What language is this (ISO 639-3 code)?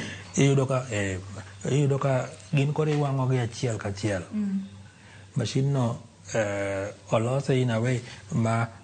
luo